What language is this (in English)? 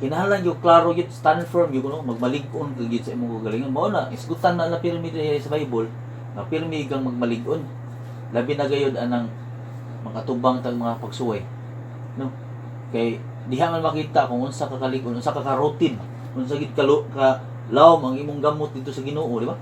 Cebuano